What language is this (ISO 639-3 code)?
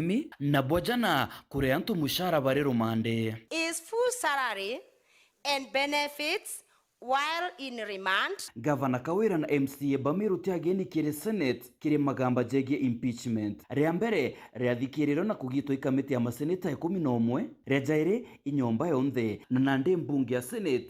mer